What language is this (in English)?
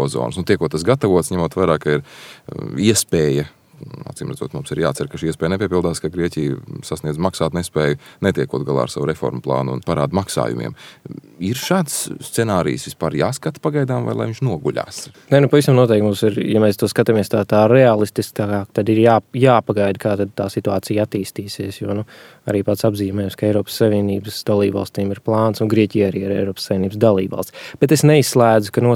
Latvian